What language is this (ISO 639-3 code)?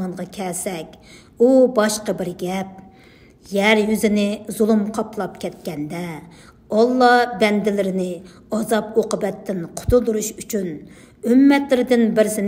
uig